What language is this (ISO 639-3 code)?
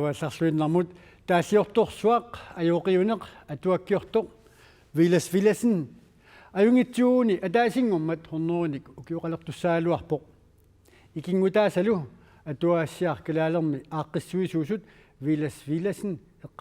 kal